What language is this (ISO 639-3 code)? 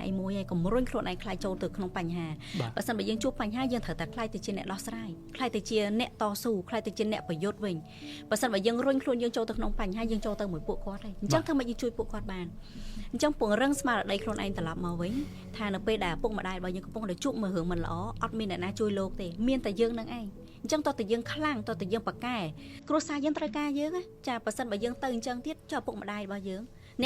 khm